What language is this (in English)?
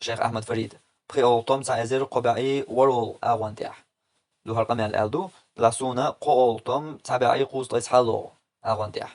Chechen